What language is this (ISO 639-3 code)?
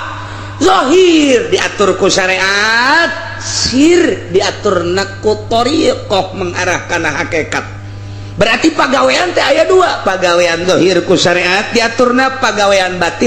sun